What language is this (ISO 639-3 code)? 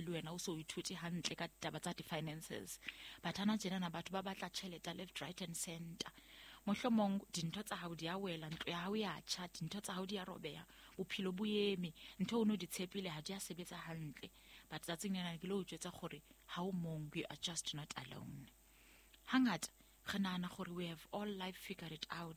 sot